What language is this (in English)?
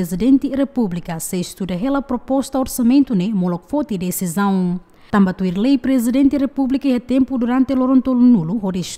Tetum